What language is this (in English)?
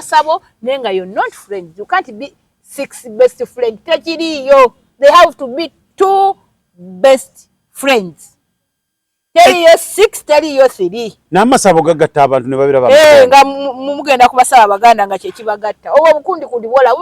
Ganda